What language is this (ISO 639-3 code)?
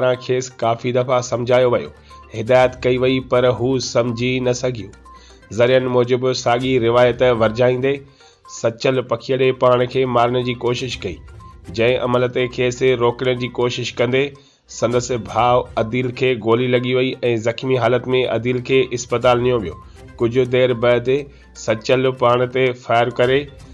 snd